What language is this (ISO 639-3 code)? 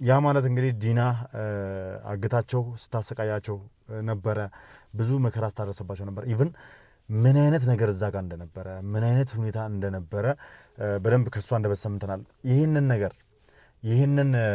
amh